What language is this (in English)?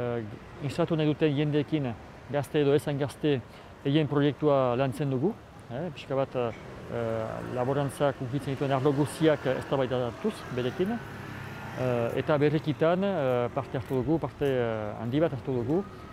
Basque